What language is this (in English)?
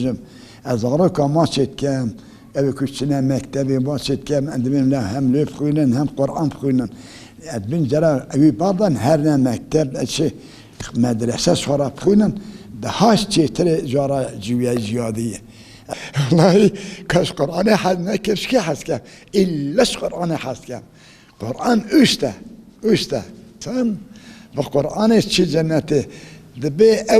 Kurdish